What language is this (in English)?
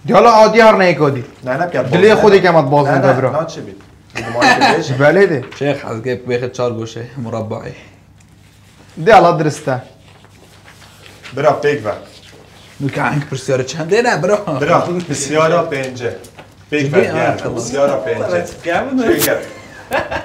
Persian